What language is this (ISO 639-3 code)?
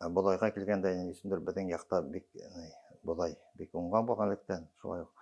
bak